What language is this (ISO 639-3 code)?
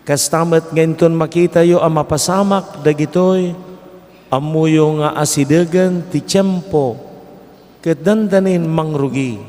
ilo